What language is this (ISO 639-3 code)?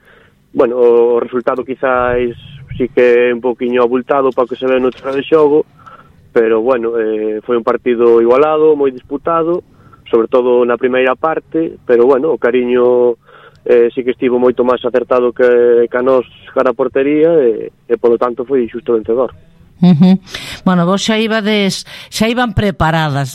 glg